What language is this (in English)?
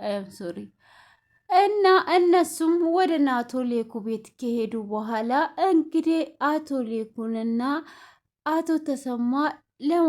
Amharic